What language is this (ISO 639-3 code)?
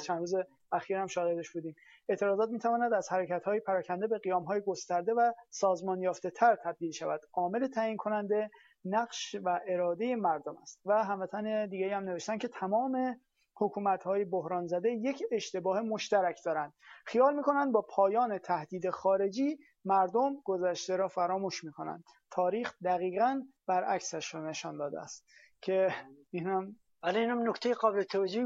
fas